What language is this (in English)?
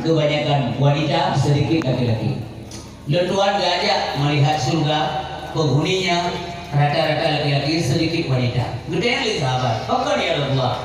Achinese